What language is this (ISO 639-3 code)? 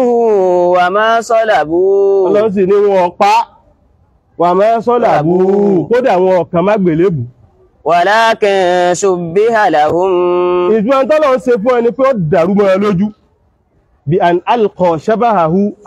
yor